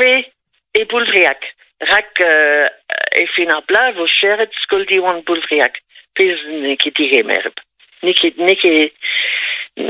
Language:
Breton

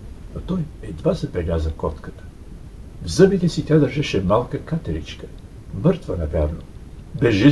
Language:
Bulgarian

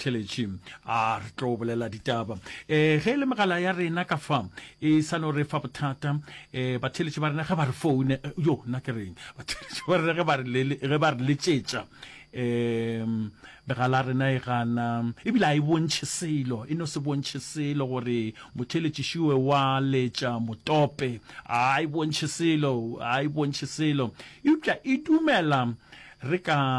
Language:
Northern Sotho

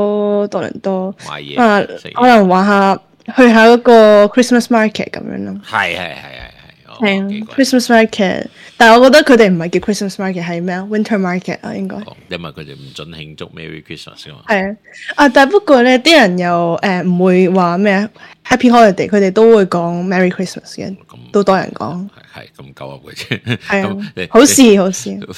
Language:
Cantonese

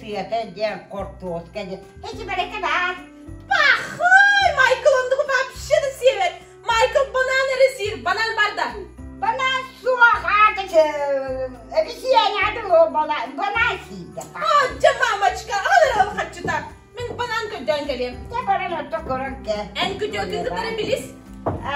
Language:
Yakut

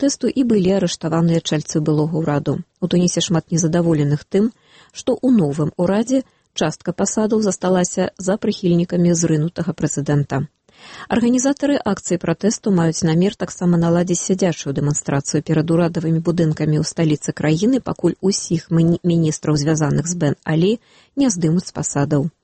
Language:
Belarusian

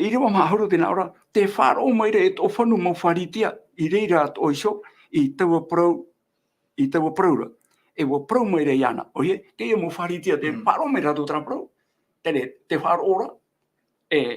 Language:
Tahitian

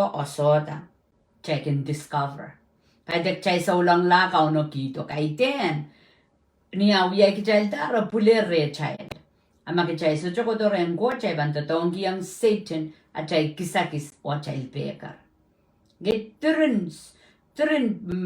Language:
Pohnpeian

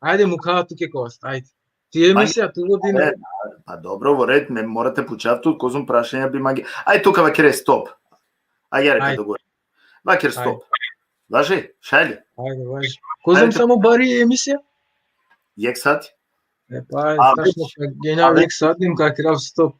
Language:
Balkan Romani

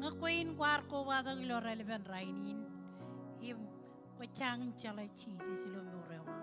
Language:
Marshallese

